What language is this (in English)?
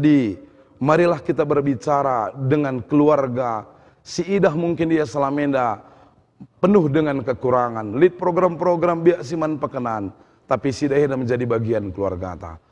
Batak Karo